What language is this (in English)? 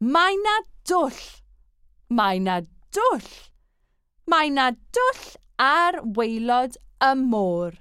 Welsh